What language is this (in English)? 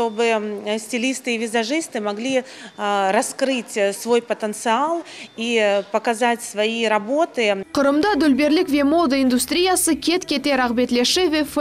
Crimean Tatar